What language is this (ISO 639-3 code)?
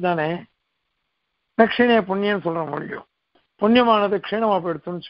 tam